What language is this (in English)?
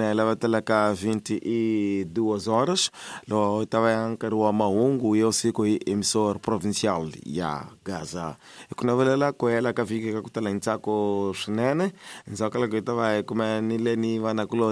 Tsonga